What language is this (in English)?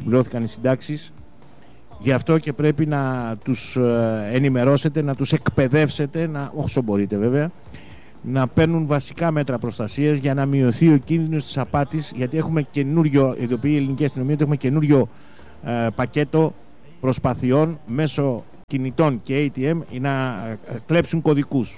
Greek